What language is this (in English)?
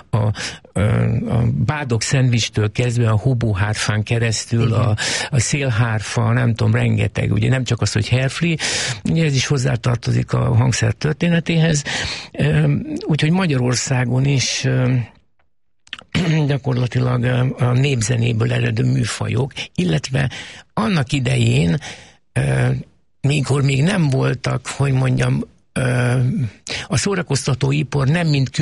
Hungarian